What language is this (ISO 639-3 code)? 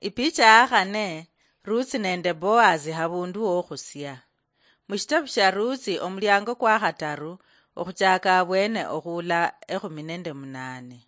luy